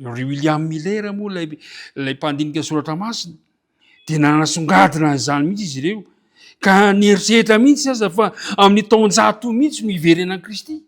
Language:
Malagasy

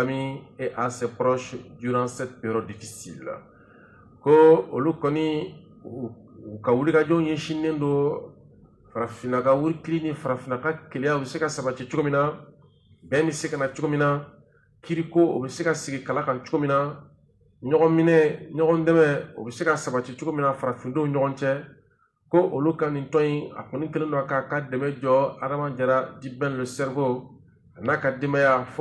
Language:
Bambara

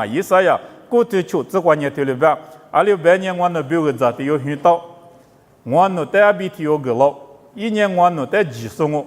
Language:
Lisu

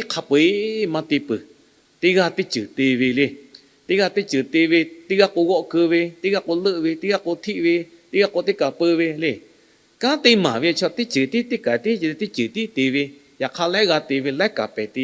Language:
Lahu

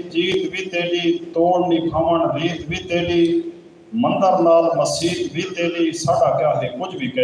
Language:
Saraiki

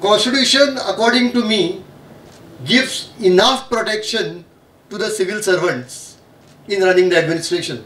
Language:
Konkani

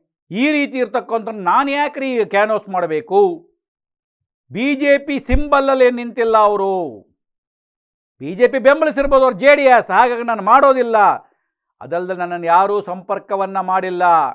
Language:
Kannada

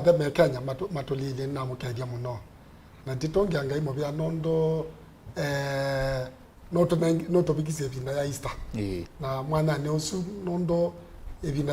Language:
Kamba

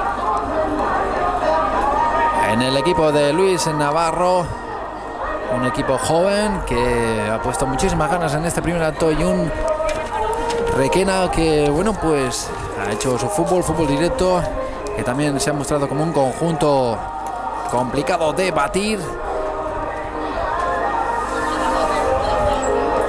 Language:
Spanish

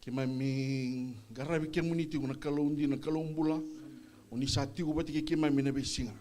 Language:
Fijian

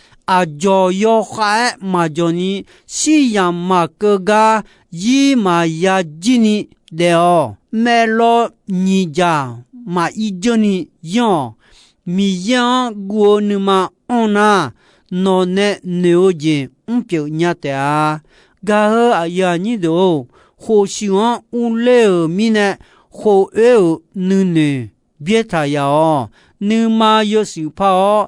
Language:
Akha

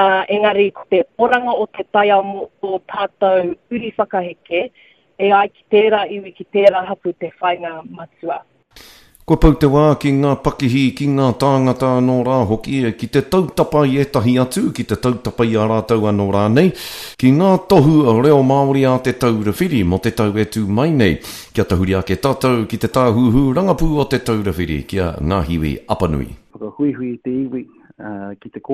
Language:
Māori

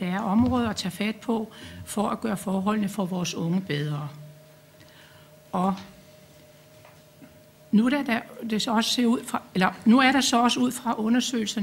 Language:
Danish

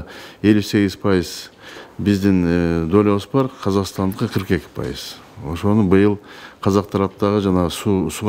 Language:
Kyrgyz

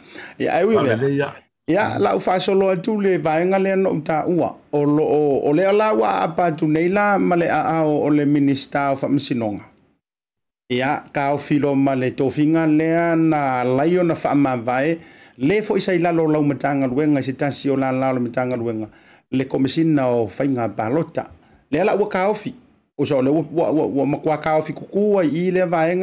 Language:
Samoan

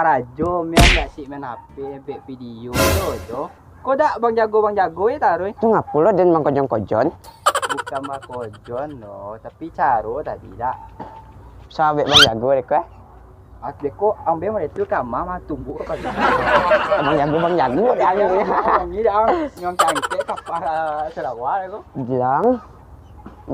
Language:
Minangkabau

